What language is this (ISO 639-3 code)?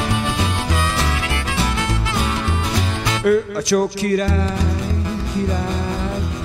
hun